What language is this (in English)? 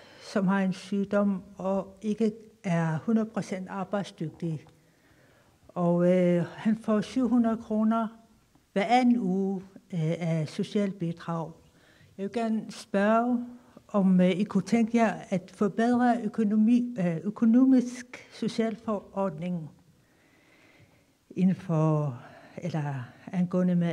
Danish